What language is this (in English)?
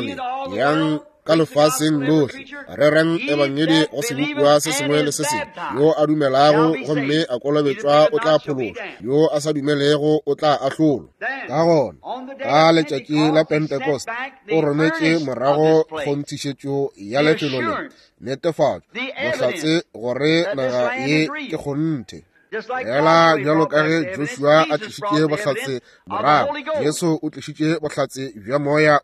Northern Sotho